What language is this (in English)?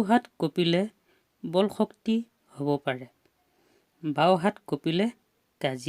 Assamese